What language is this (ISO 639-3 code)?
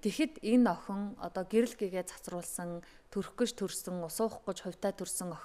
mon